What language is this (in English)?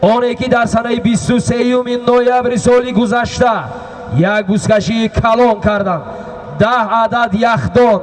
Tajik